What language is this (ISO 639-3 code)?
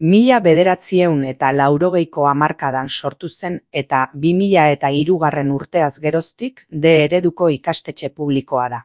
eus